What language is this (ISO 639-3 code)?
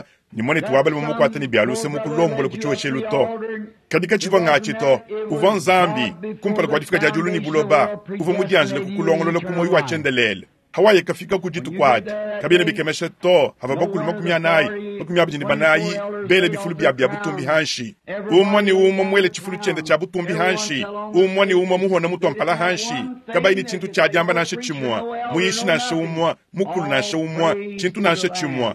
lua